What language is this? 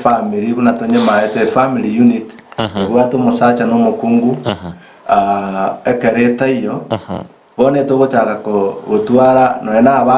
Gusii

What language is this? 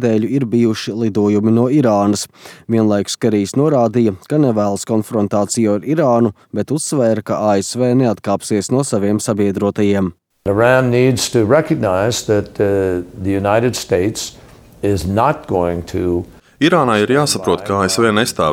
Latvian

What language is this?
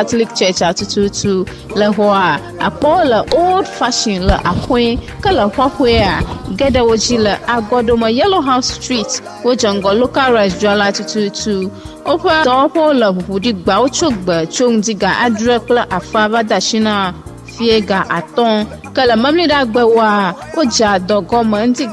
Ewe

